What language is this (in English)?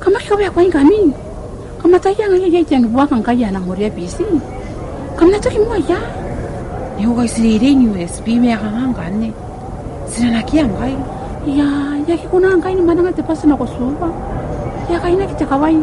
Gilbertese